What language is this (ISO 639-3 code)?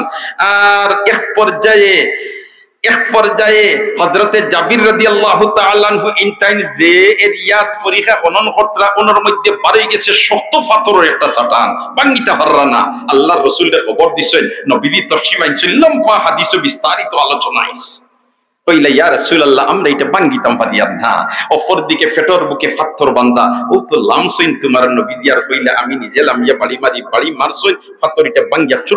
syl